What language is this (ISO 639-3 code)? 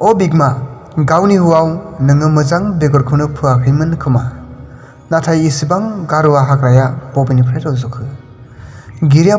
brx